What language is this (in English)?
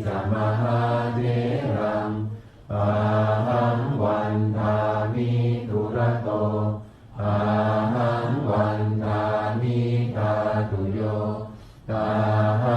Pali